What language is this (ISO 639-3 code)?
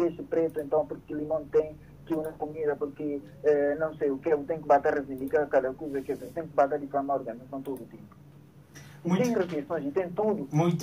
por